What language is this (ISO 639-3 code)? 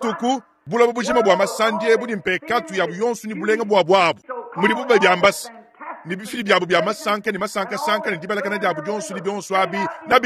lua